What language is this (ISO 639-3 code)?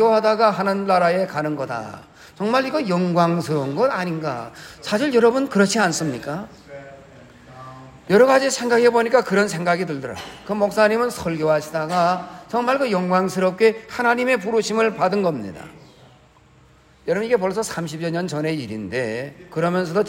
kor